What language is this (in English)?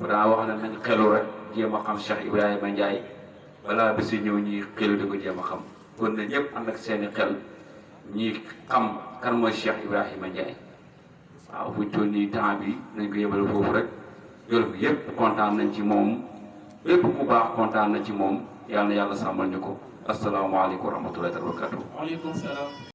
Wolof